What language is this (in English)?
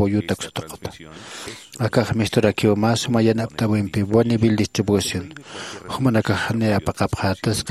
Aymara